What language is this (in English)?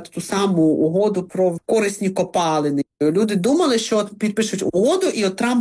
Ukrainian